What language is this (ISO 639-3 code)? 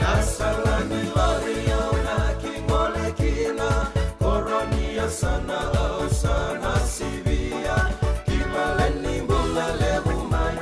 fij